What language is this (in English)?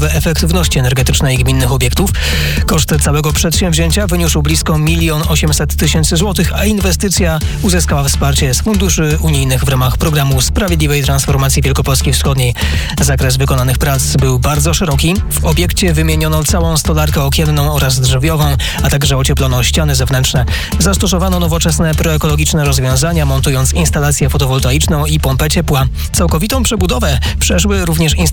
Polish